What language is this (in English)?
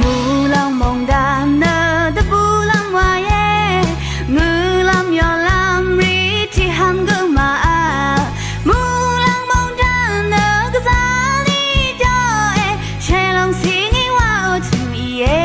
Rawang